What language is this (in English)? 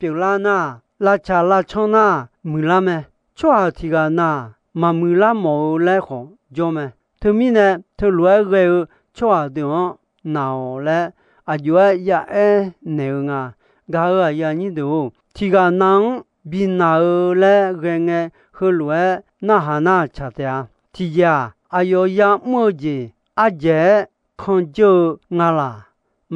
Akha